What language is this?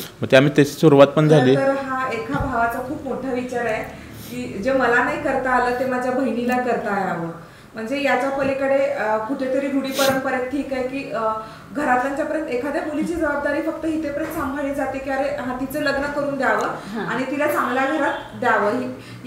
Marathi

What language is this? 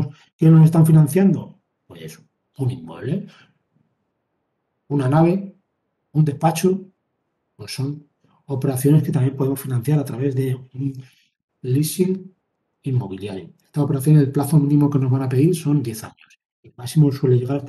Spanish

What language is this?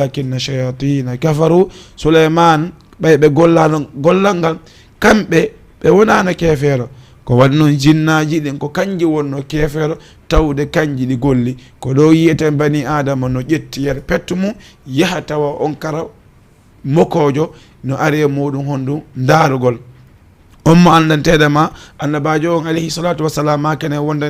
Fula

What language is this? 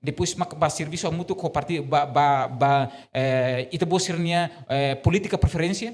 Tetum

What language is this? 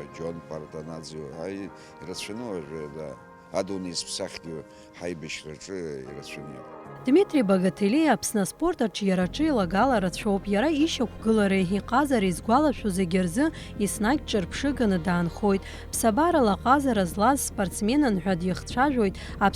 Abkhazian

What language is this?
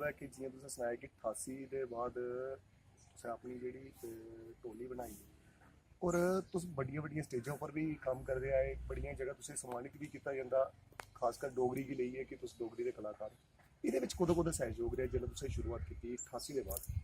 Dogri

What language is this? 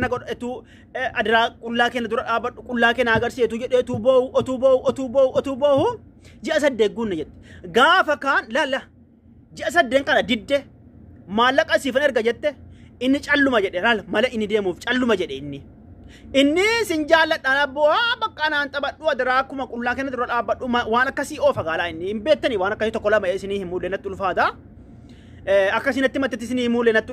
Oromo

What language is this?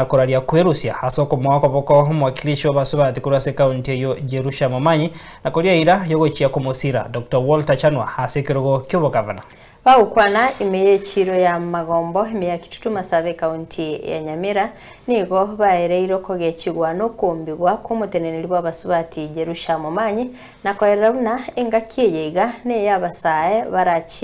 Gusii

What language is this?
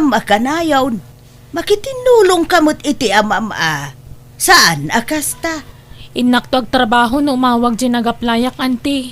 Iloko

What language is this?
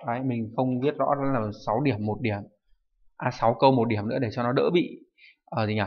Vietnamese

